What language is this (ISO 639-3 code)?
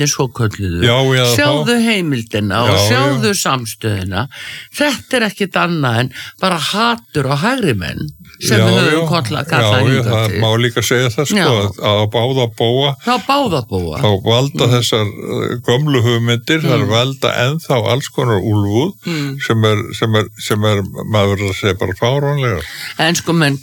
isl